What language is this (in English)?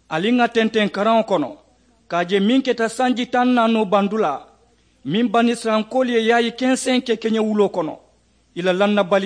Mandingo